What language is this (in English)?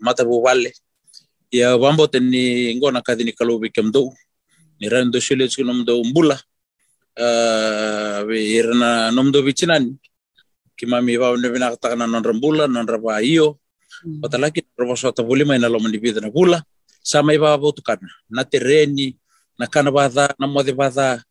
Fijian